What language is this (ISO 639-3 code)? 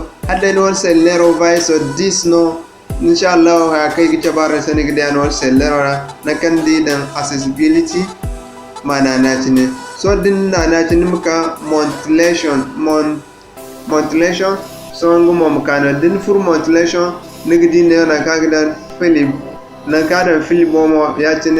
dje